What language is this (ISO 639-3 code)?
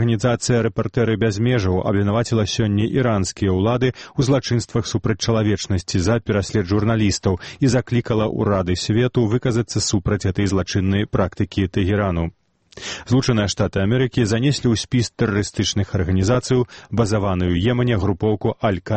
bel